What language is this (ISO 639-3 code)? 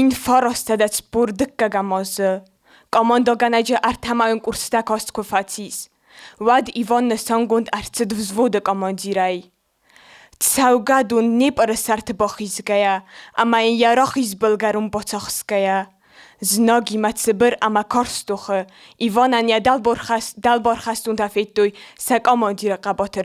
oss